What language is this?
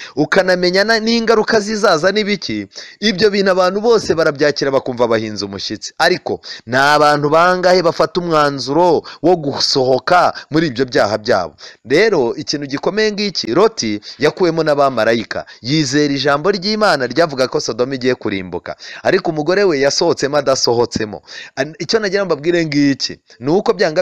Kinyarwanda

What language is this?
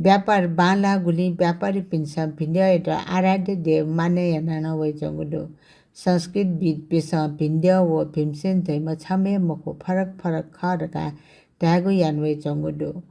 Newari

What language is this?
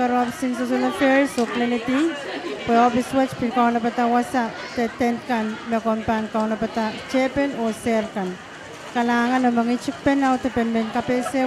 Pohnpeian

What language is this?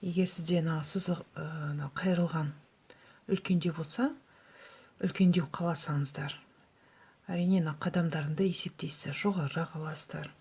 Kazakh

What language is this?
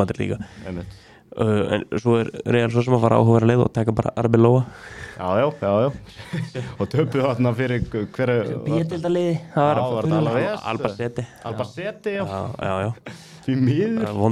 Icelandic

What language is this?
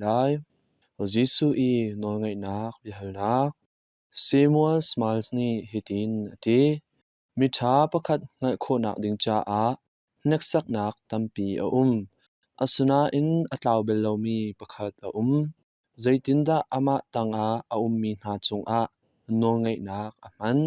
Hakha Chin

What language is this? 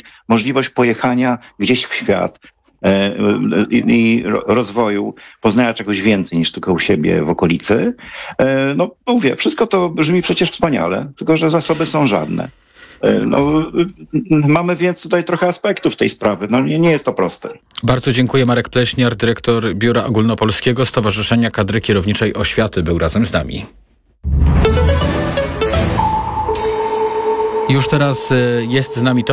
Polish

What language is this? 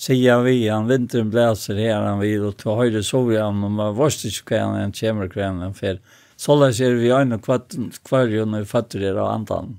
Faroese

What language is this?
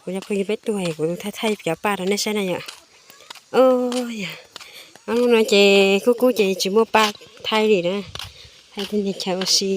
Hmong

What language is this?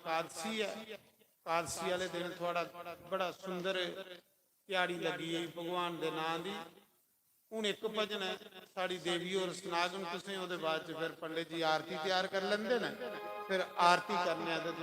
Dogri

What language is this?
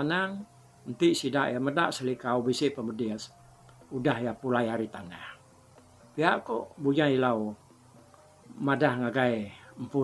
Iban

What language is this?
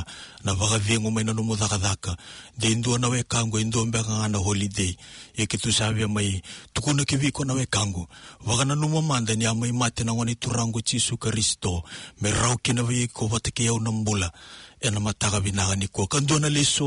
Fijian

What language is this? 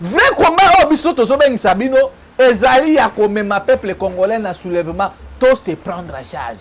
Lingala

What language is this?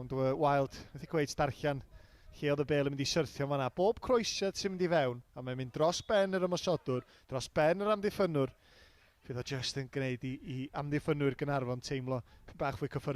Welsh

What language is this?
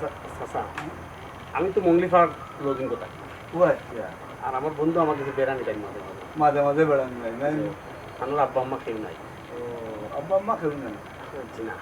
Sylheti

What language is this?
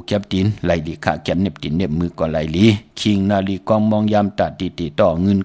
Shan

